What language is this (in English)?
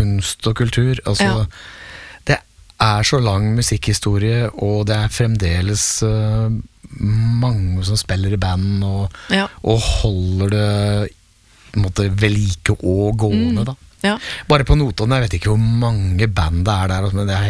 Norwegian